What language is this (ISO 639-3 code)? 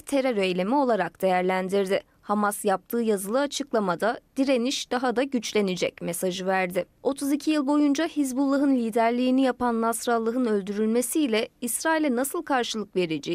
tur